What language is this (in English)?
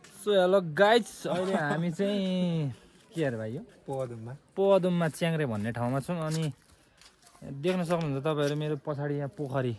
Nepali